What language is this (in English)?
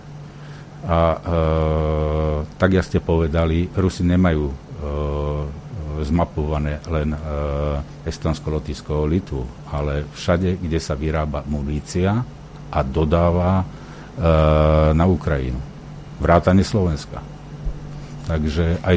Slovak